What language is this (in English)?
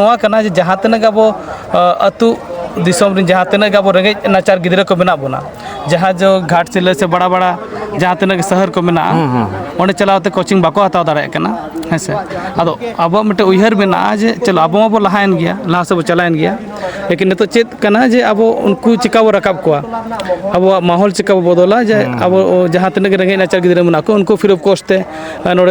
Santali